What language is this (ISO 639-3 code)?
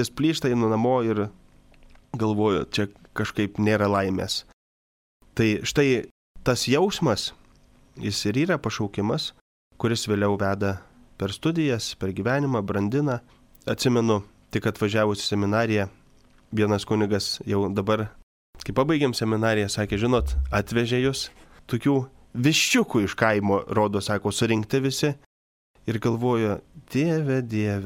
lit